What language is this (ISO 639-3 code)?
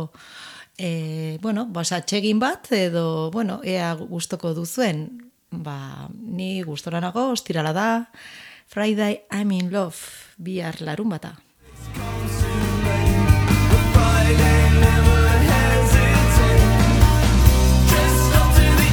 eus